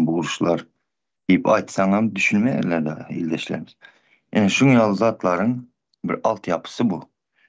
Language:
Turkmen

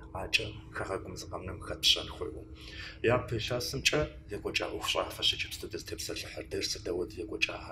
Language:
Kabardian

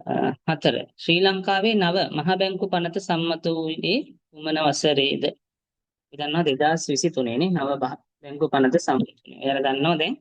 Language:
Sinhala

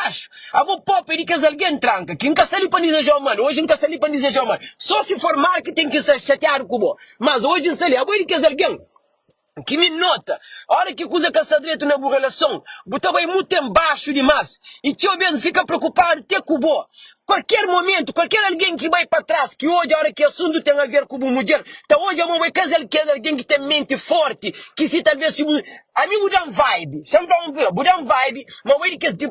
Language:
Kabuverdianu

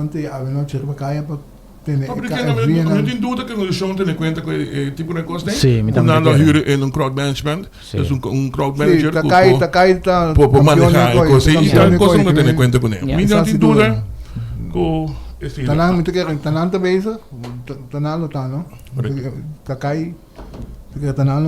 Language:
Papiamento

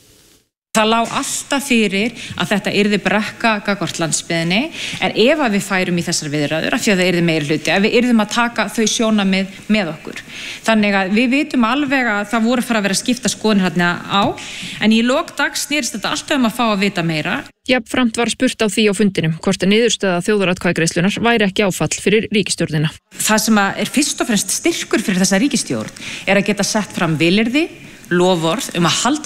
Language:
Icelandic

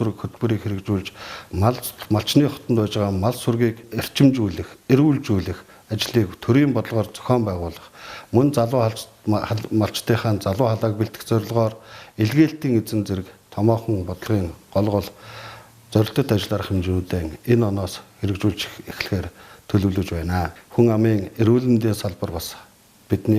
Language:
Mongolian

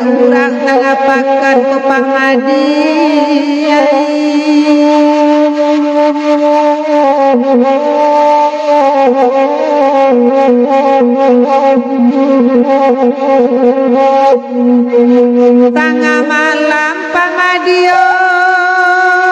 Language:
Minangkabau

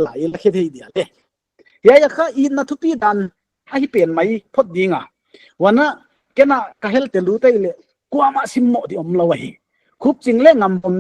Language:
Paite Chin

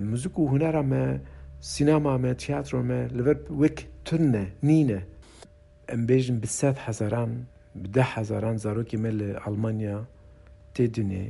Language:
Kurdish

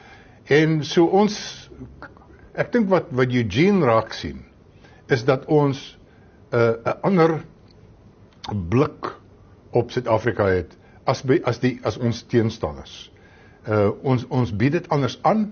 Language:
Afrikaans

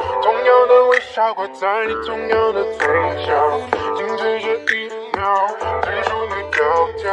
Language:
Chinese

